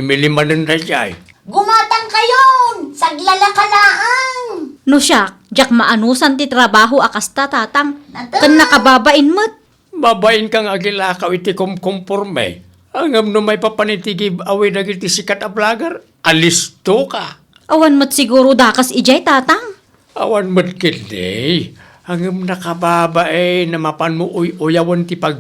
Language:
Iloko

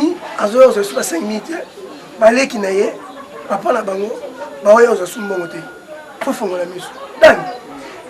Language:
Lingala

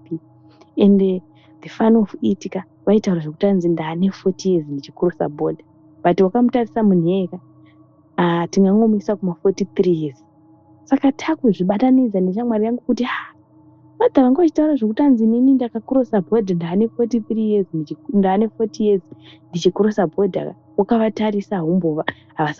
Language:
Shona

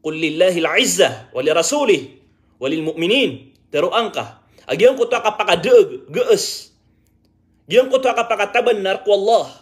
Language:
Maranao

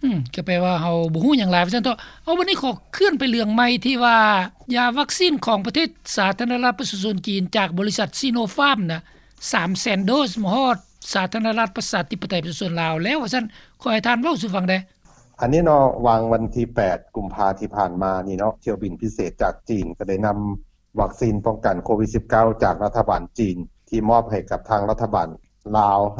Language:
Lao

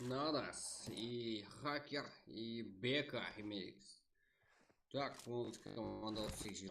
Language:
Kara-Kalpak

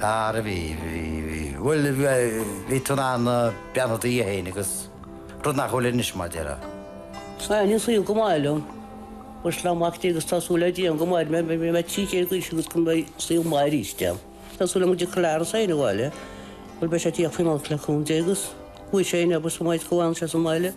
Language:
Irish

